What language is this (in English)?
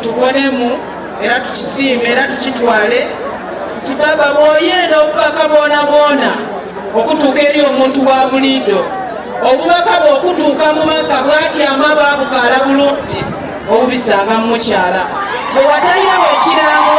Soga